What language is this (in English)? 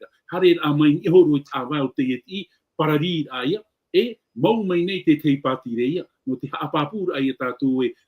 Tahitian